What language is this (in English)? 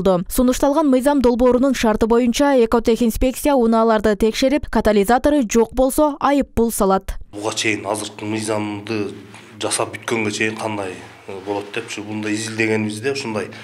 Kyrgyz